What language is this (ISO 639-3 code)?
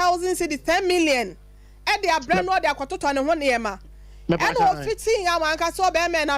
aka